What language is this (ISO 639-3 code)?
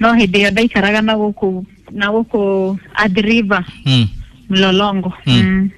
kik